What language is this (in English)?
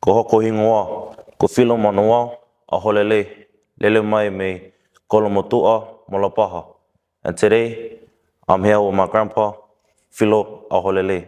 Tongan